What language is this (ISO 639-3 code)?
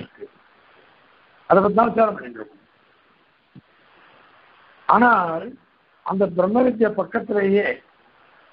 tam